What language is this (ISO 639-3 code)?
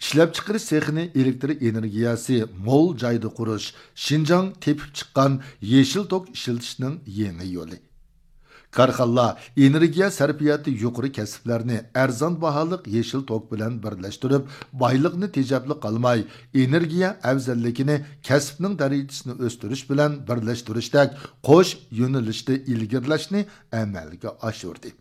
uig